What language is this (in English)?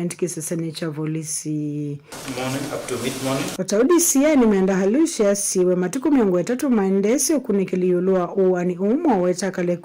Kamba